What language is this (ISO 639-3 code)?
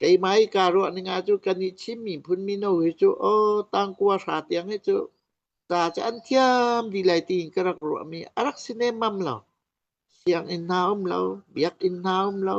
cnh